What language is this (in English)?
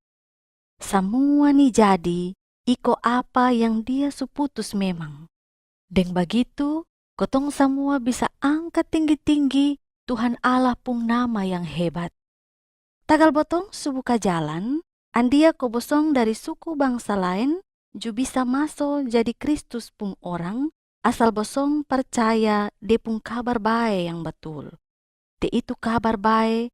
Kupang Malay